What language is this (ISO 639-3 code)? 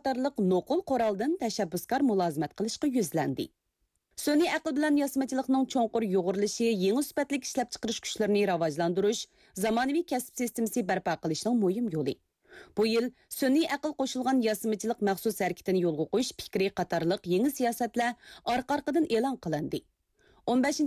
uig